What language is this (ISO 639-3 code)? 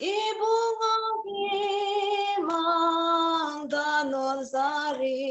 mni